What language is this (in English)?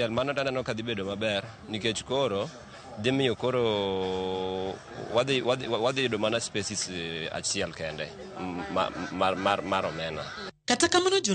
Luo (Kenya and Tanzania)